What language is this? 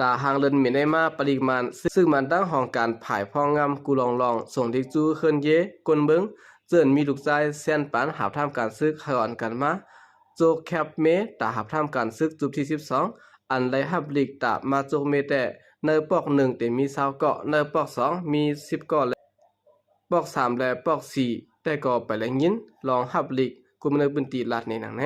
Shan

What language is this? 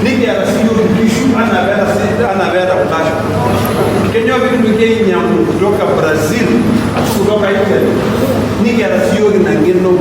Masai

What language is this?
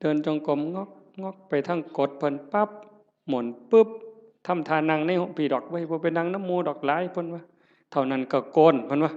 Northeastern Thai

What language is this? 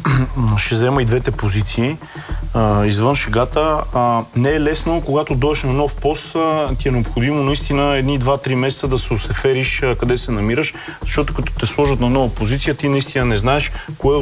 Bulgarian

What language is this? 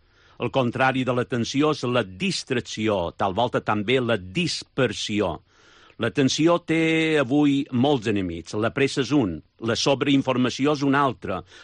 Catalan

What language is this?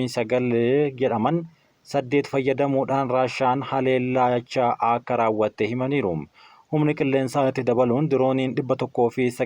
Oromo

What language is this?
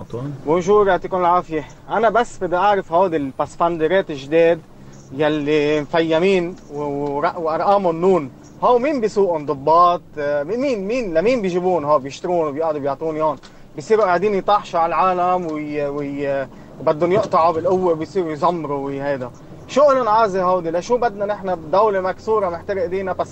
North Levantine Arabic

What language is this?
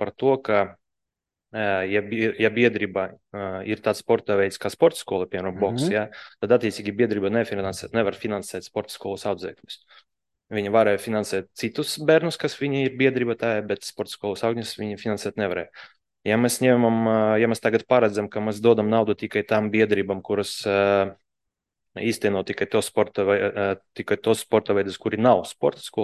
Latvian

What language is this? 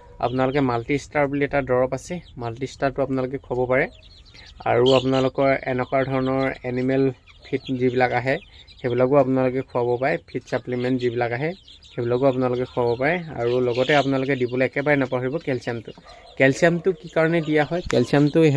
Assamese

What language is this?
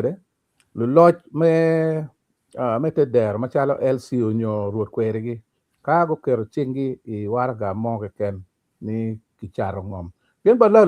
Acoli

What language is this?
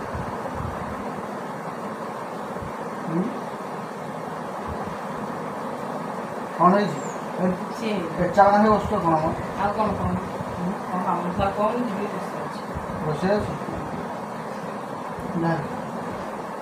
Odia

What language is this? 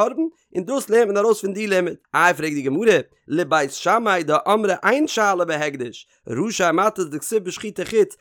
Yiddish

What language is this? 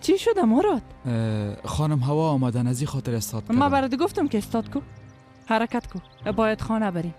Persian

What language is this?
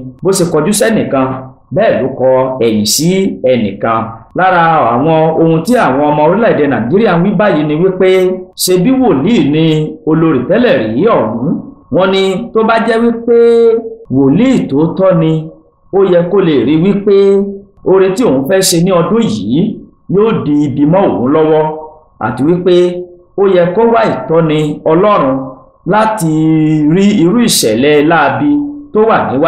Yoruba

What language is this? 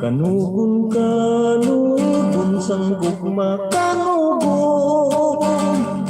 Hiligaynon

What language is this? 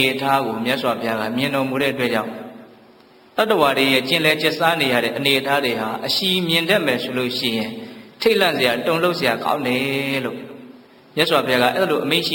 Burmese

